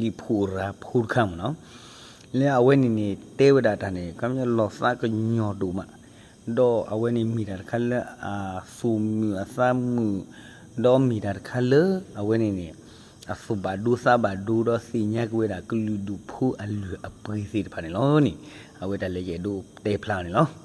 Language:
S'gaw Karen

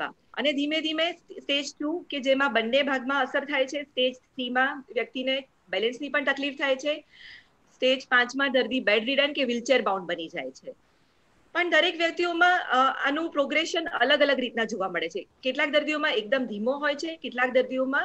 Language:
Gujarati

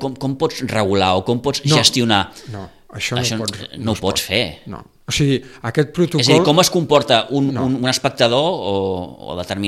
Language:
Catalan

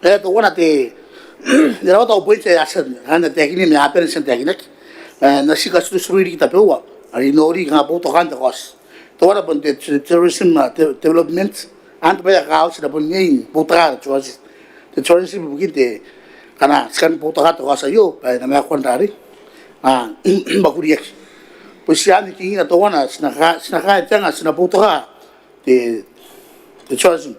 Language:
Gilbertese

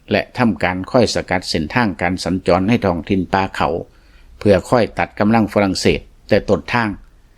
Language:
Lao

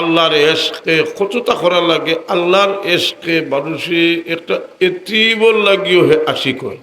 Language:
Sylheti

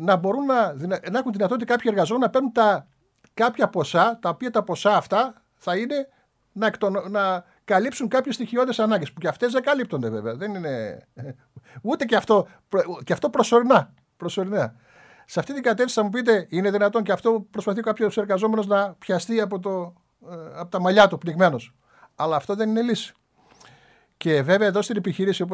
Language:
Greek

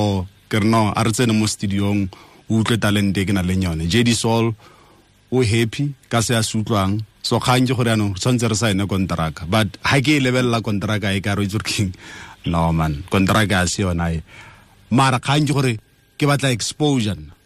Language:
Tswana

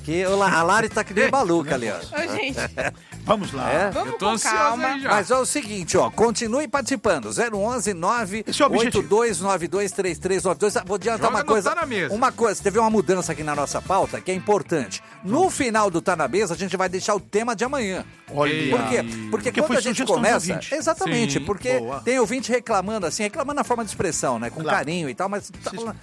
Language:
Portuguese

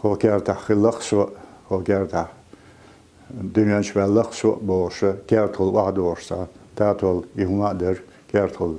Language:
Chechen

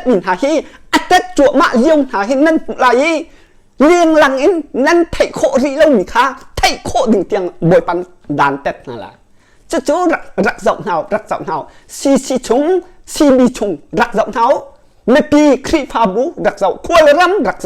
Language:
Hakha Chin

